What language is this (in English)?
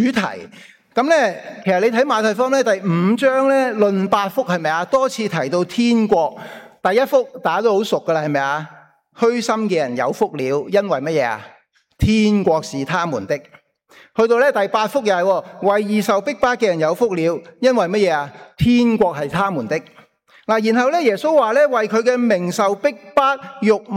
Cantonese